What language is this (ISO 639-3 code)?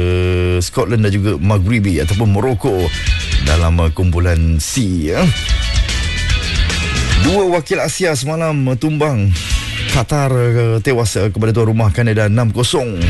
msa